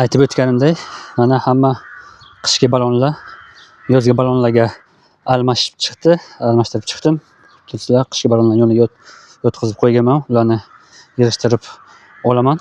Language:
Uzbek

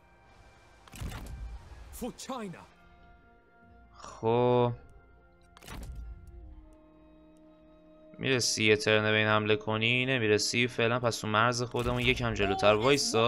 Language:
Persian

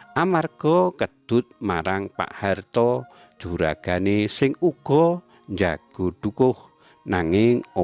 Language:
Javanese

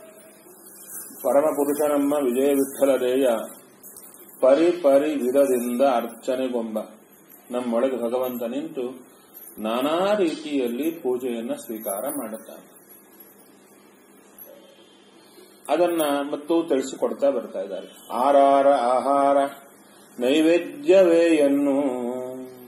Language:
Kannada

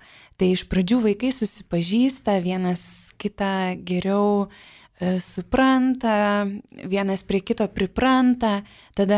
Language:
Lithuanian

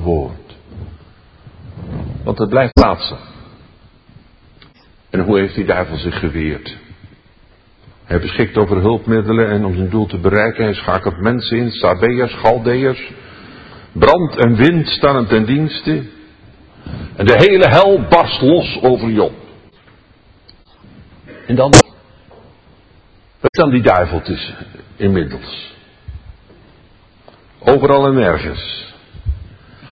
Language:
Dutch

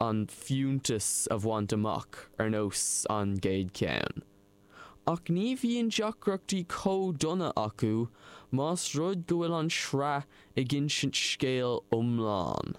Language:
Irish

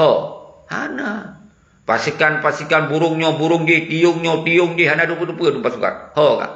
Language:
Achinese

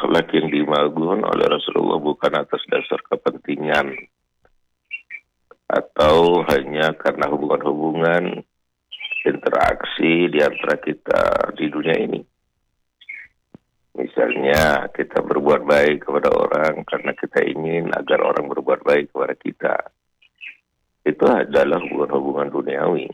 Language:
Indonesian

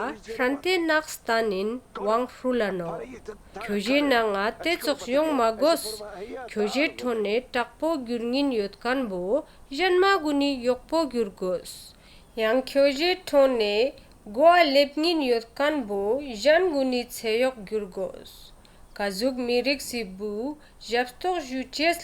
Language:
Ladakhi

